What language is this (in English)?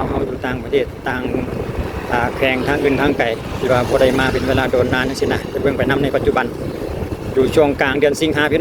Lao